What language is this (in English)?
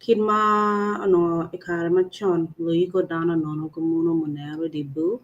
Acoli